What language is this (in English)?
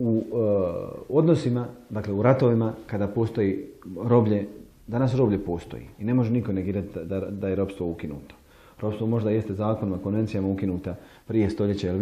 Bosnian